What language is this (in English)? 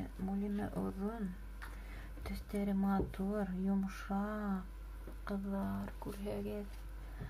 Bashkir